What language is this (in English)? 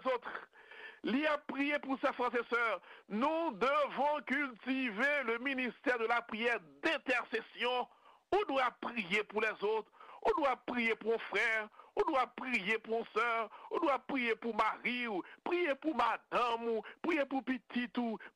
Haitian Creole